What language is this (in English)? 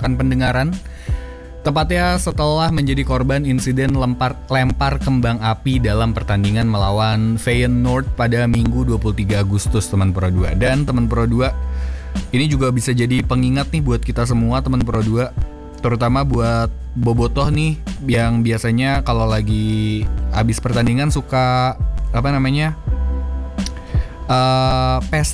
Indonesian